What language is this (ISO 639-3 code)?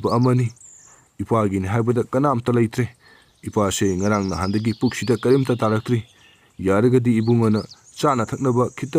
mni